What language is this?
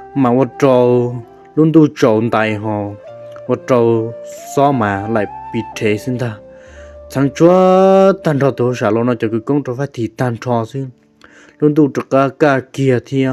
Hmong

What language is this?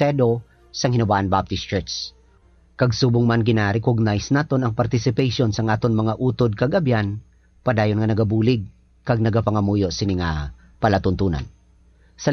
Hiligaynon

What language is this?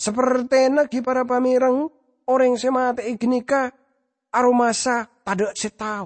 Madurese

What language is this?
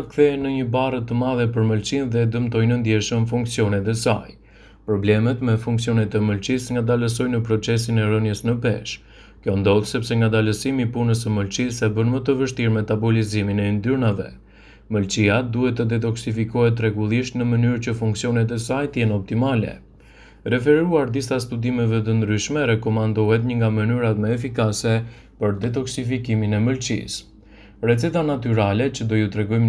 Albanian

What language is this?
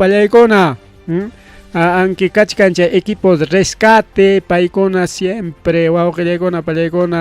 Ayacucho Quechua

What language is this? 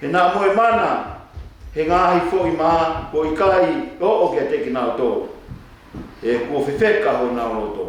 Tongan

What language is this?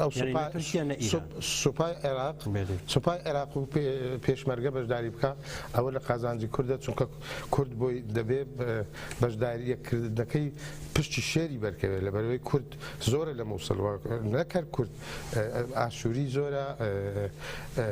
Central Kurdish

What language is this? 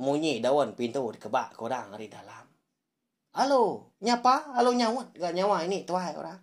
Iban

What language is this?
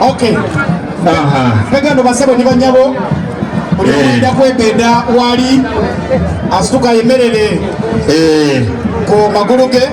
Soga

